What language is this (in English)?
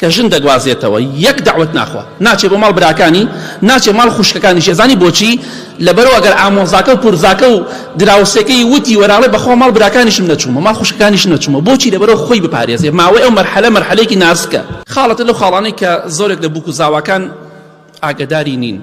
Central Kurdish